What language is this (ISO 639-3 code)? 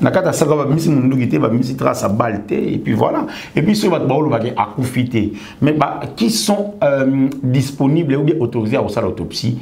lin